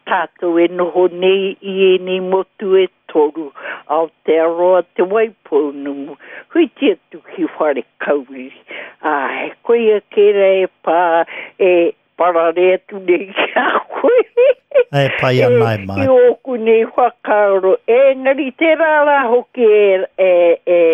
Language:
Māori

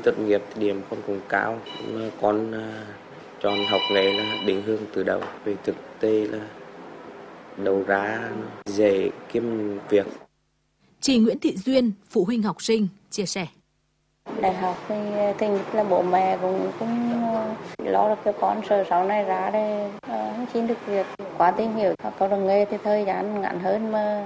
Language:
Vietnamese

